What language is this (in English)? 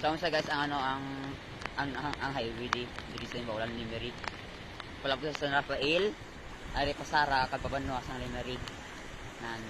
Hiligaynon